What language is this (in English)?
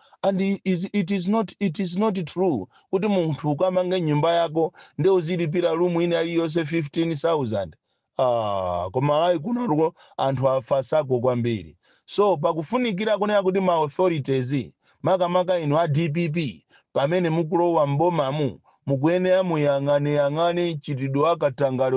Nyanja